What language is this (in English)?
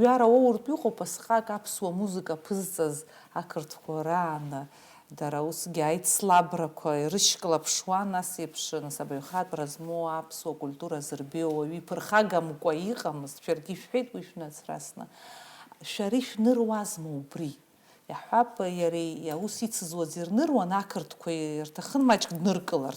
Abkhazian